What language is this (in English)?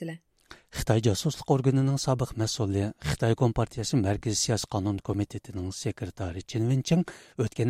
Uyghur